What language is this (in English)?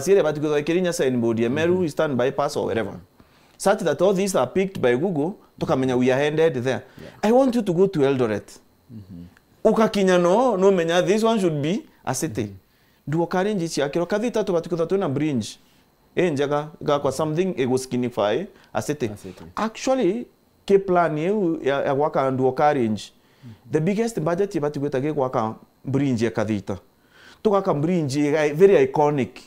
Meru